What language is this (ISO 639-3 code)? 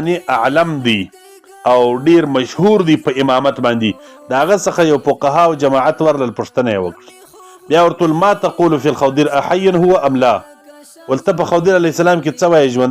pus